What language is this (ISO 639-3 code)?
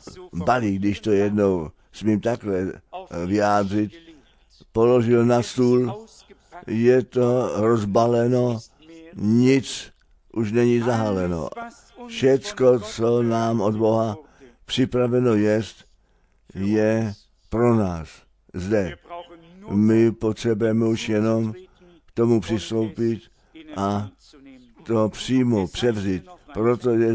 ces